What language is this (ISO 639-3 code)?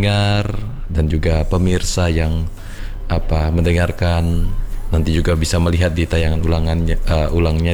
ind